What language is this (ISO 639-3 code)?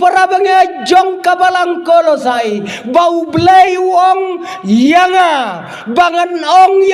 kha